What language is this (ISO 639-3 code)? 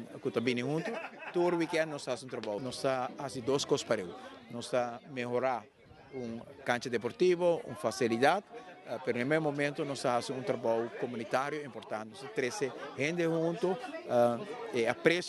pap